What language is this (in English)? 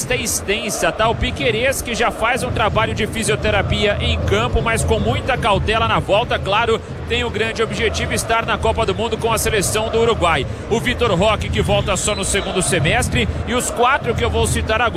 Portuguese